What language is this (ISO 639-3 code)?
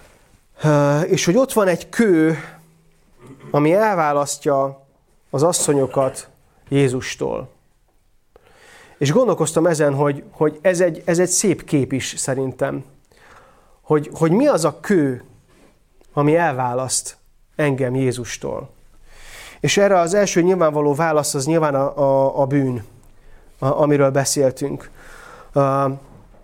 hun